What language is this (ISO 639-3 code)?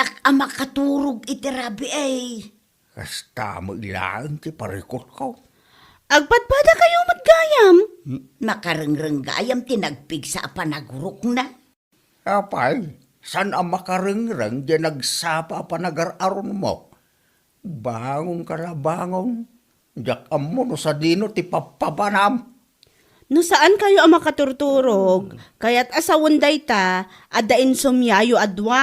ilo